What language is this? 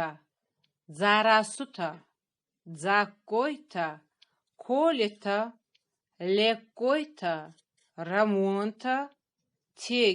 Ossetic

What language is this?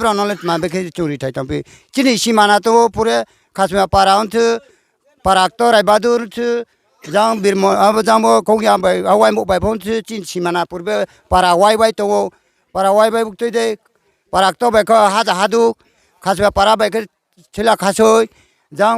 Riang (India)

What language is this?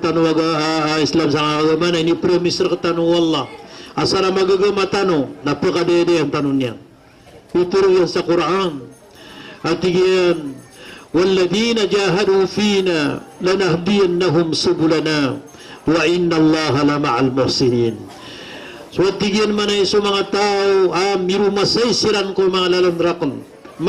Maranao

